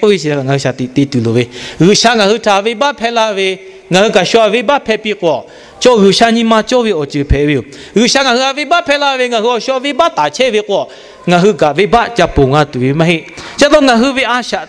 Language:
Lahu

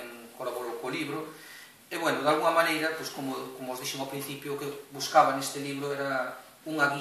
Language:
Galician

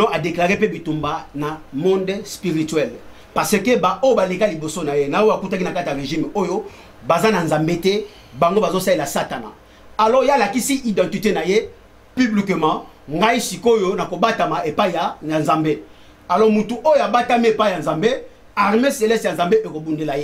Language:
Lingala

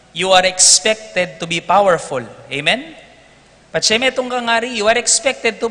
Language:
Pampanga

